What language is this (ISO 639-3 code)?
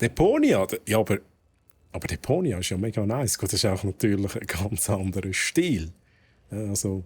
gsw